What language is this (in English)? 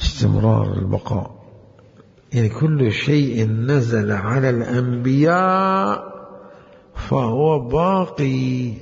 Mesopotamian Arabic